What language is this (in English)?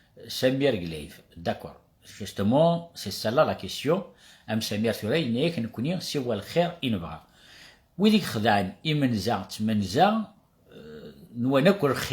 Kabyle